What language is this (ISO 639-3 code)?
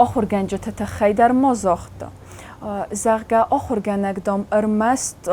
oss